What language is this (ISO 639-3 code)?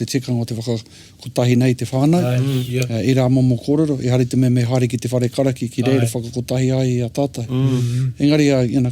mri